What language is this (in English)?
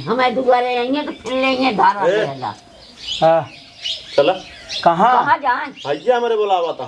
Awadhi